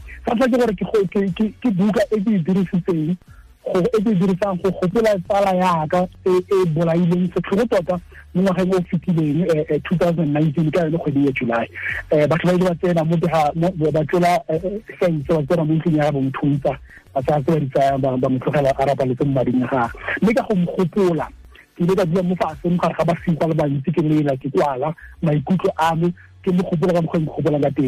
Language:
Tswana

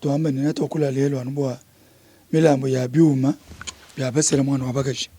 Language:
Luba-Lulua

